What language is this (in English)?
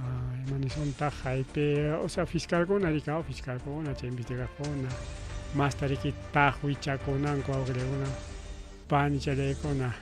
Ayacucho Quechua